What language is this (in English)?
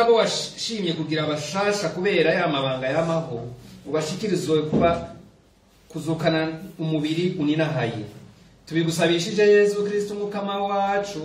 Rundi